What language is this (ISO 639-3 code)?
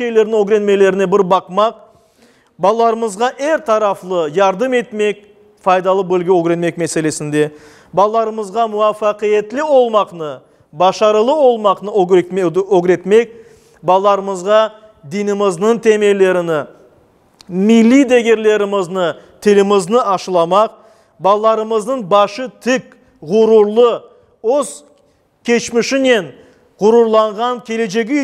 crh